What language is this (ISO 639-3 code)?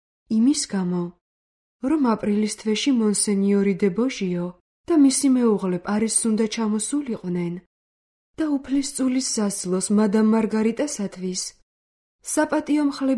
kat